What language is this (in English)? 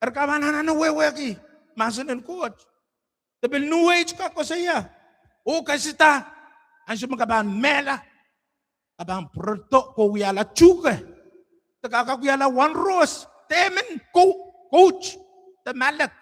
Pohnpeian